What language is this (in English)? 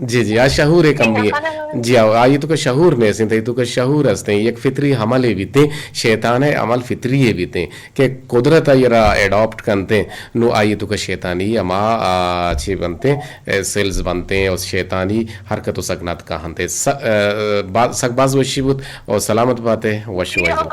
Eastern Balochi